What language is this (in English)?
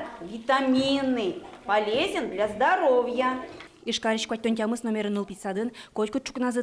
Udmurt